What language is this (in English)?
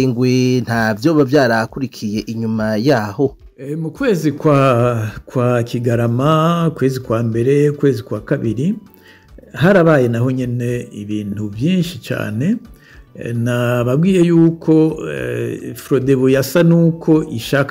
Rundi